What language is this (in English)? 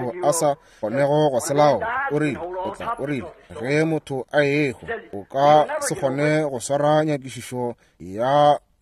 Northern Sotho